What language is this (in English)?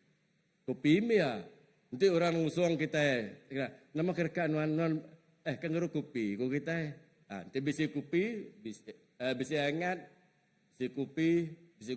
Iban